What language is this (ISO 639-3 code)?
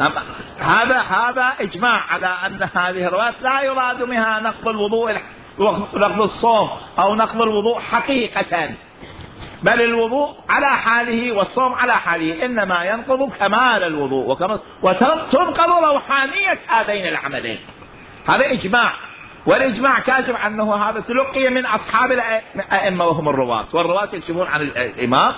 acm